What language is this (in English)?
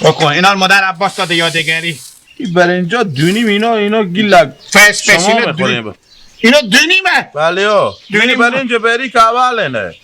Hazaragi